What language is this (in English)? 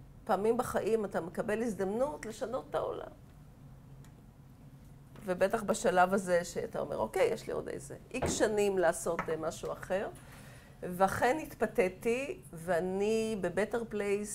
Hebrew